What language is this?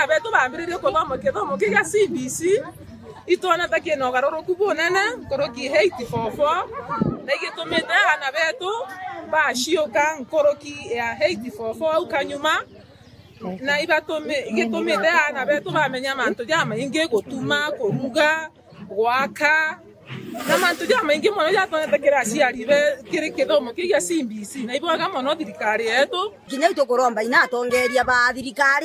Meru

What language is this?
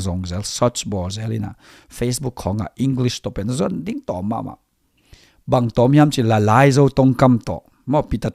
Tedim Chin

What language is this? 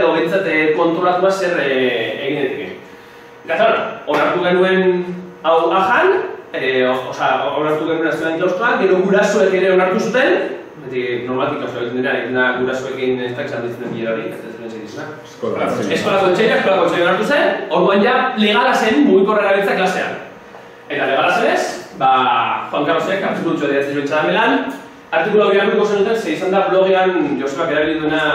Basque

